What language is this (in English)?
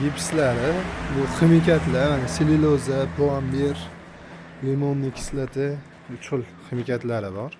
Uzbek